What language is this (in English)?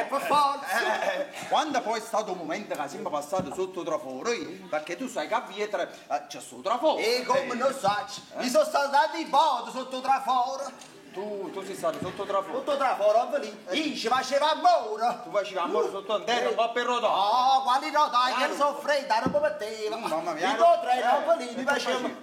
Neapolitan